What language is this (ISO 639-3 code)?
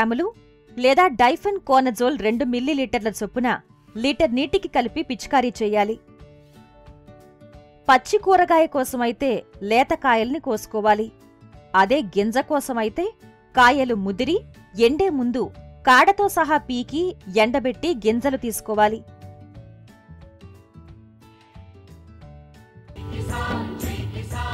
tel